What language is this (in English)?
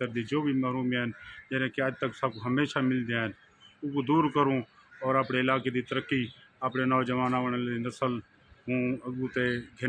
Saraiki